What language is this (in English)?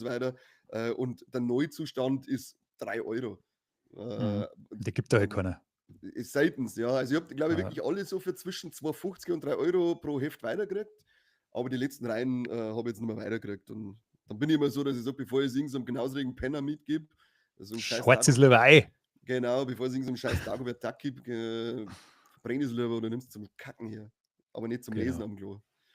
Bavarian